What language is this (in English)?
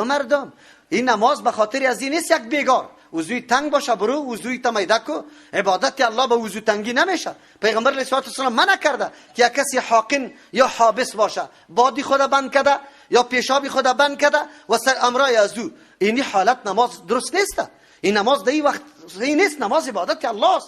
Persian